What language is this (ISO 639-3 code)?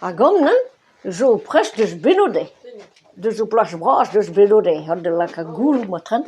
bre